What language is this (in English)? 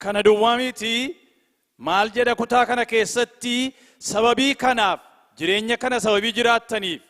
Oromo